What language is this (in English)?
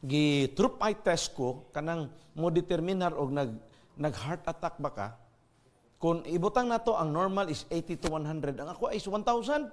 Cebuano